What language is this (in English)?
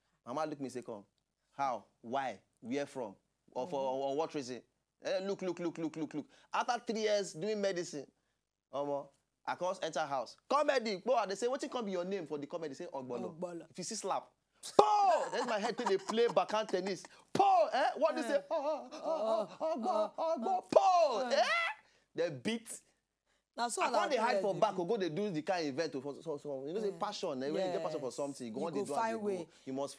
Nigerian Pidgin